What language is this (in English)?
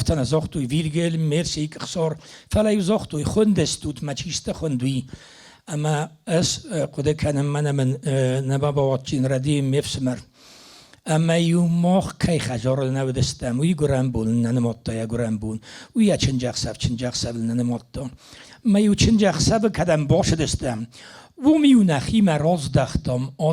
Ossetic